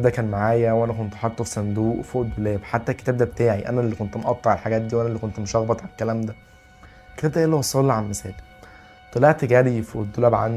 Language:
Egyptian Arabic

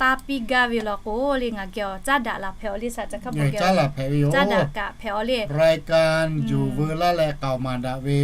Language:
Lahu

